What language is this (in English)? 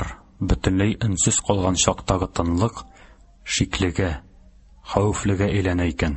Tatar